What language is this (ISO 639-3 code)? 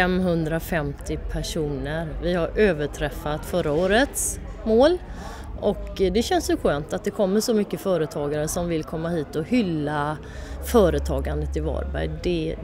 swe